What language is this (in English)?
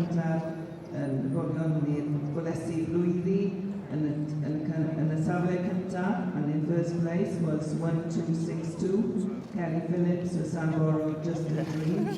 Welsh